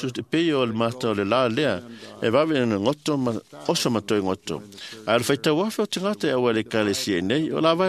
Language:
Samoan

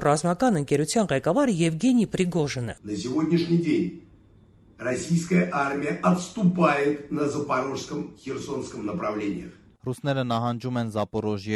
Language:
Armenian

